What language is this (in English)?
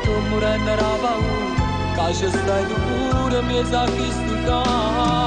Neapolitan